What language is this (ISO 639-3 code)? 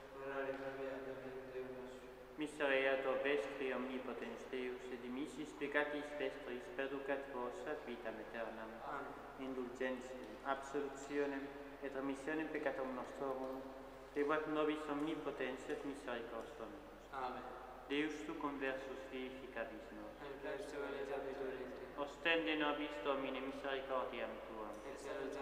lat